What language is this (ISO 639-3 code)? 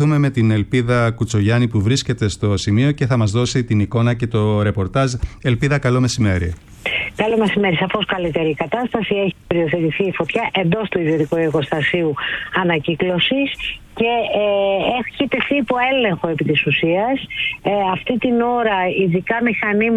ell